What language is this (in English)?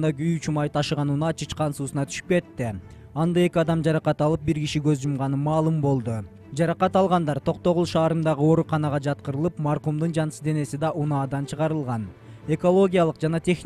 Kyrgyz